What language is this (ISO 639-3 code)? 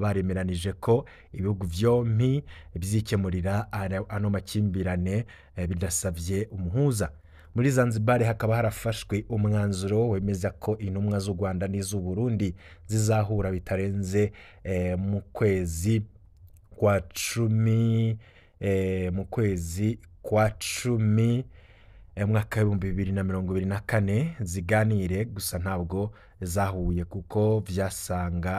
run